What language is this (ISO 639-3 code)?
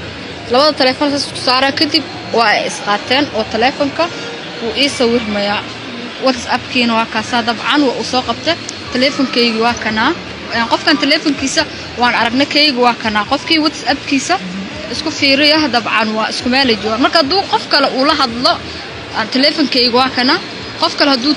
som